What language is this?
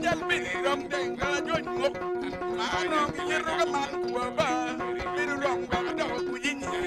Acoli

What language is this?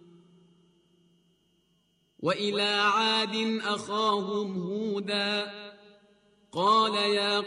Arabic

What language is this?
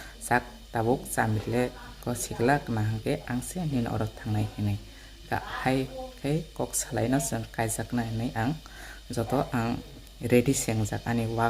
Kok Borok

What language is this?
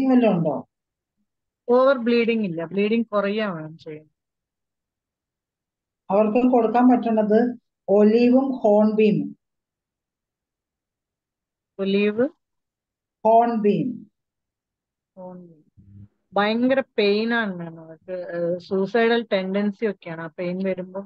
Malayalam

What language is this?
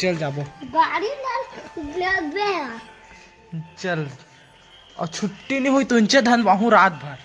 Chhattisgarhi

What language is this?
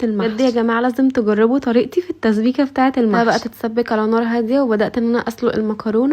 Egyptian Arabic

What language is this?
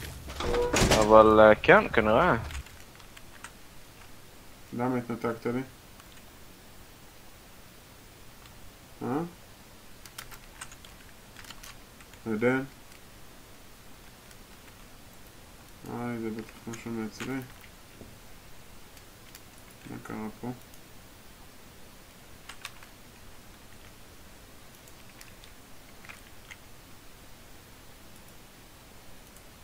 Hebrew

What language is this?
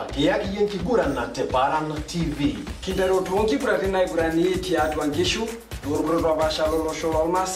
Masai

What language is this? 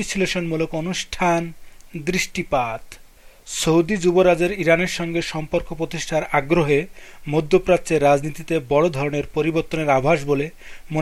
Bangla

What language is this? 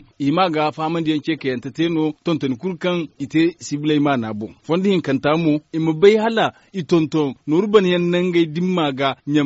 Zarma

